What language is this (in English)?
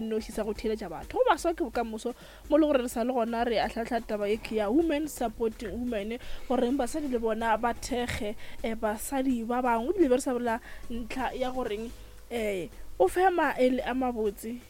Northern Sotho